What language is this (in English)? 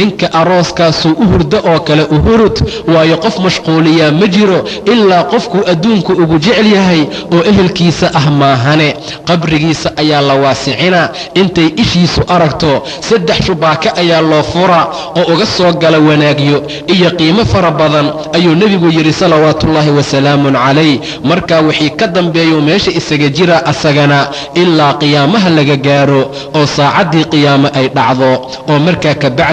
Somali